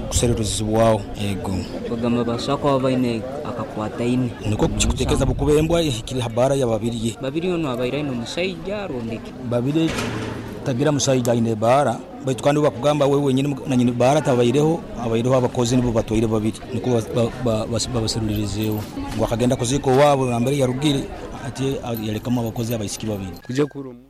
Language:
Nyoro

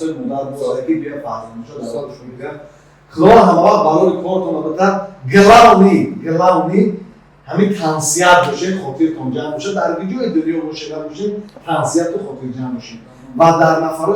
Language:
Tajik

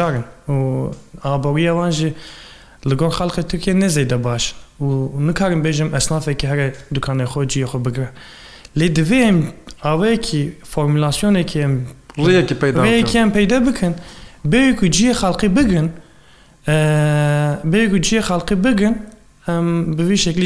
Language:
Kurdish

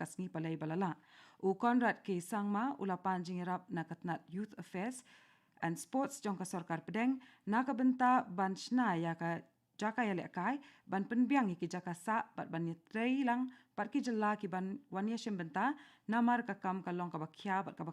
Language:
Khasi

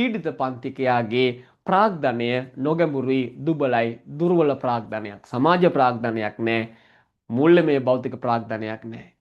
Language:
Sinhala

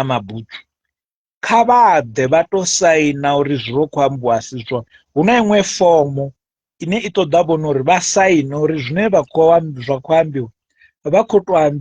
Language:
Venda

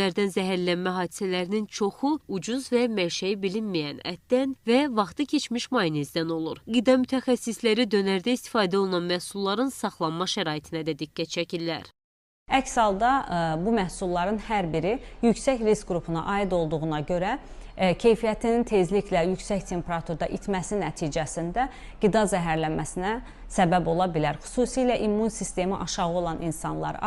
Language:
Azerbaijani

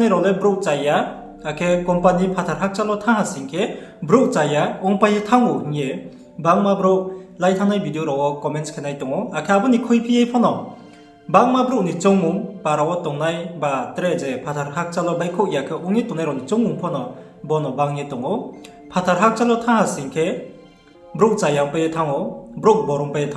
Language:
Riang (India)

